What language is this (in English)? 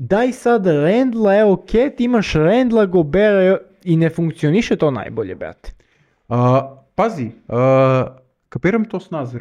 Serbian